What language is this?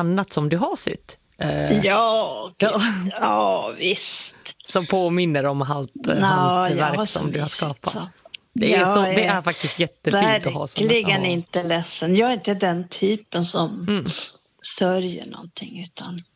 Swedish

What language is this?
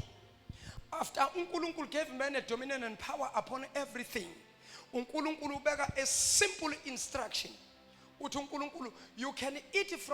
Zulu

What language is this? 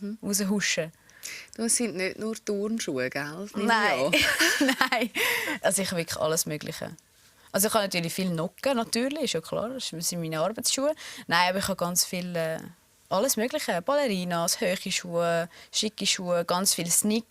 Swiss German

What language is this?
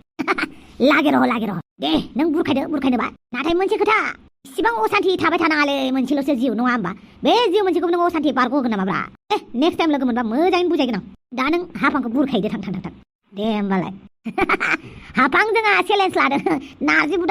Bodo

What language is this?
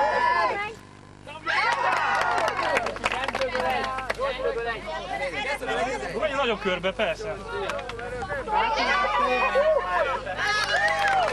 Hungarian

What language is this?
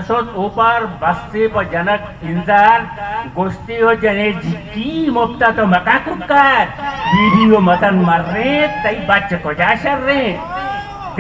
Eastern Balochi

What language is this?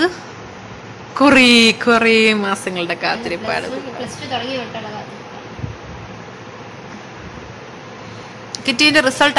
Malayalam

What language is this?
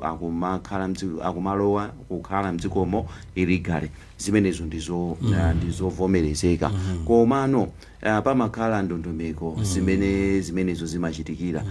Nyanja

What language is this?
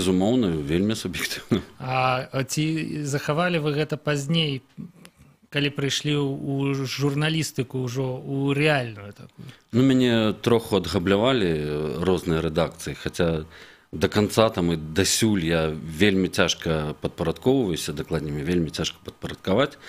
Belarusian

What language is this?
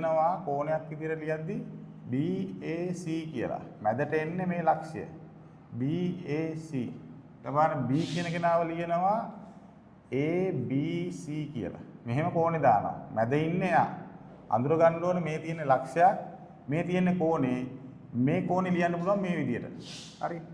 Sinhala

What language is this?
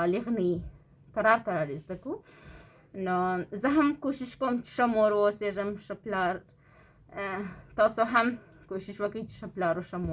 Pashto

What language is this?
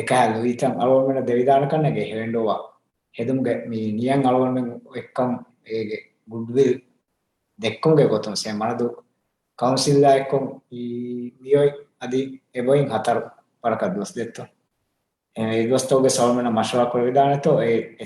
Divehi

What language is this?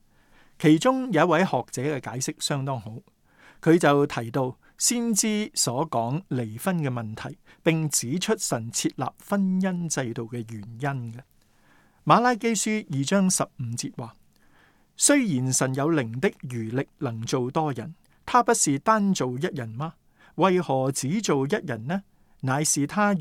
Cantonese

